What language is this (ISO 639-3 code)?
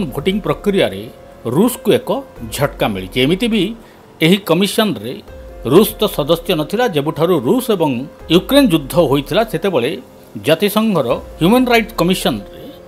ori